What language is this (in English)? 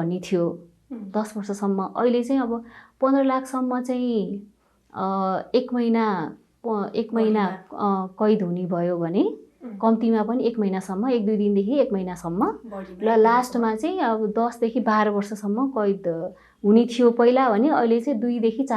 Nepali